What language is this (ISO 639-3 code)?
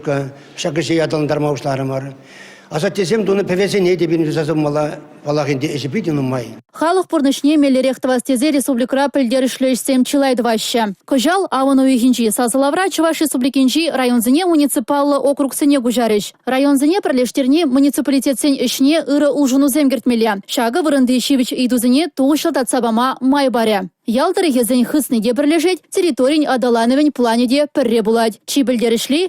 chv